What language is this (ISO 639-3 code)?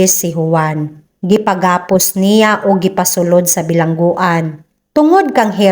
ceb